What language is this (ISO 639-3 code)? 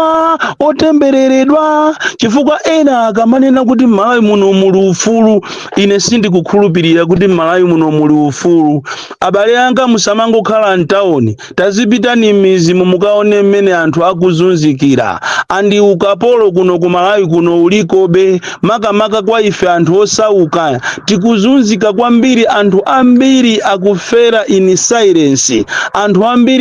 nya